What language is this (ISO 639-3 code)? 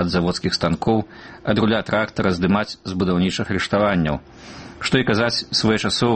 bel